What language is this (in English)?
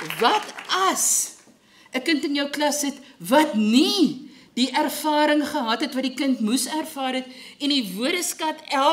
Afrikaans